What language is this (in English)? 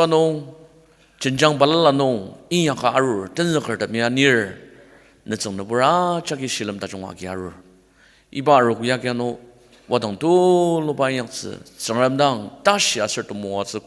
Ao Naga